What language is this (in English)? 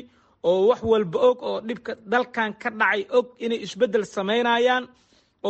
Somali